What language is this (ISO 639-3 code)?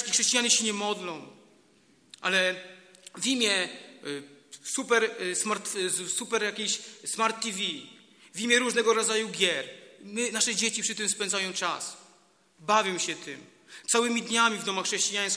pol